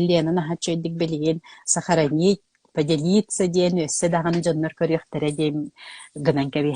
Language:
Yakut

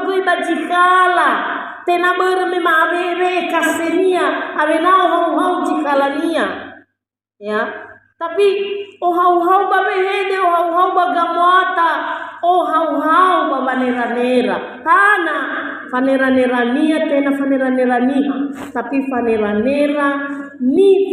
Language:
Nias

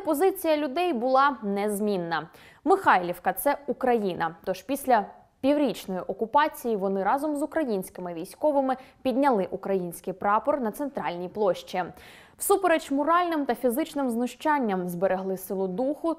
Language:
Ukrainian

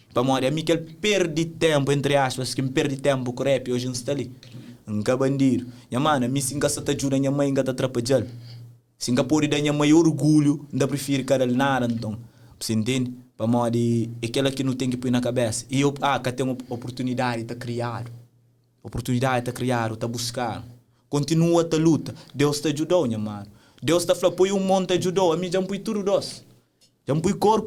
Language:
Kabuverdianu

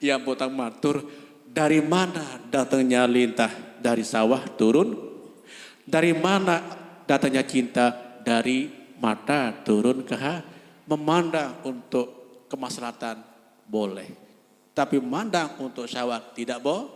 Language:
Sasak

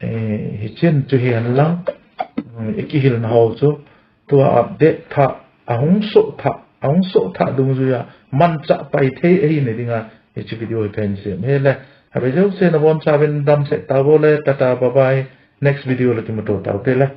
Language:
Thado Chin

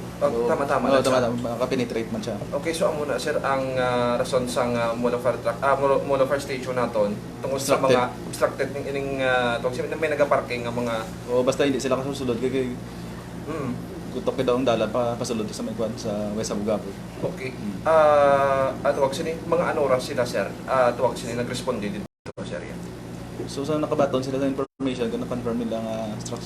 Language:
Hiligaynon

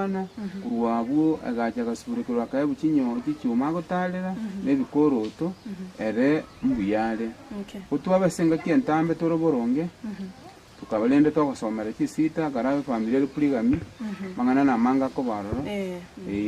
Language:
Gusii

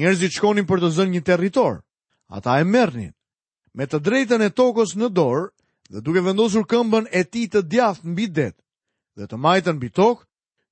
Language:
Albanian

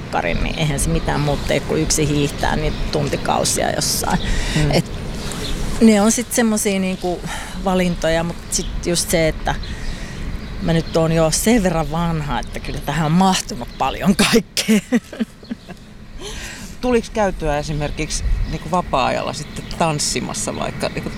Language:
Finnish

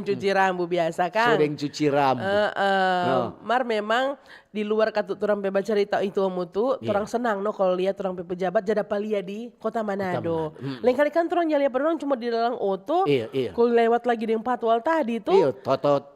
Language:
Manado Malay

